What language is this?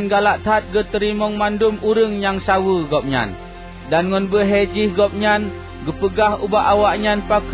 Achinese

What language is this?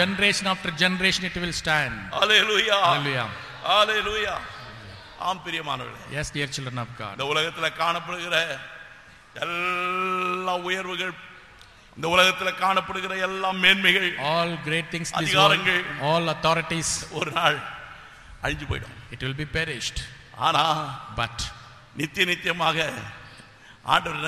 Tamil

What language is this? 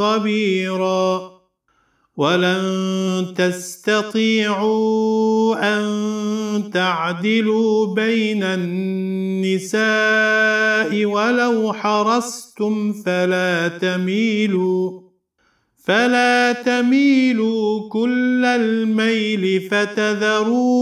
Arabic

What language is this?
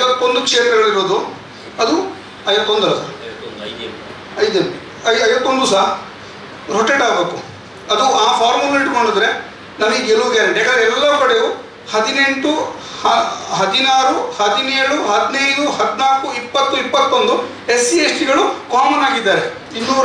Kannada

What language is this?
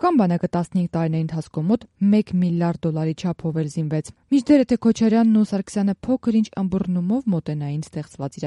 Armenian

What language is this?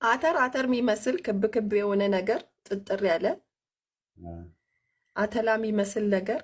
Amharic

